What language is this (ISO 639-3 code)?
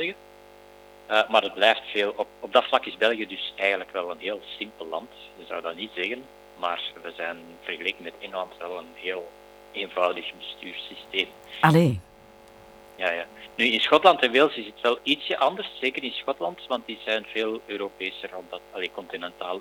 nld